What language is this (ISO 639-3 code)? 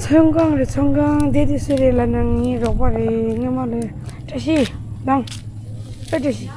bod